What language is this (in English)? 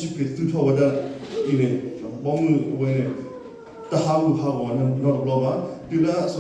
S'gaw Karen